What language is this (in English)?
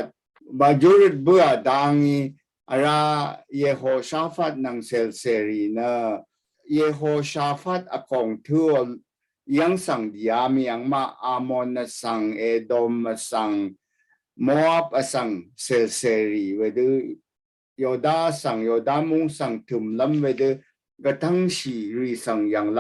Rawang